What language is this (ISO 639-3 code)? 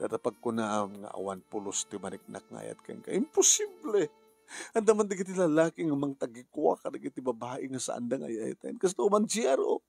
ilo